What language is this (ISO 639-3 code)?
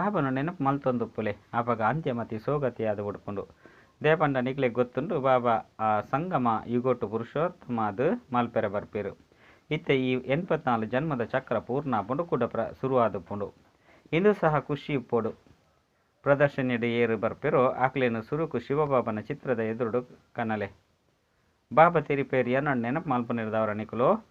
tcy